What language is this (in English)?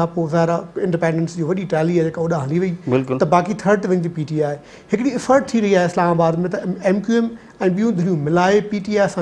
Sindhi